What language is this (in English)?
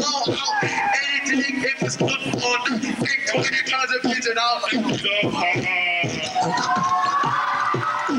English